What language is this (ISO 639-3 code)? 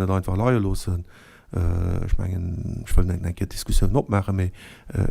ltz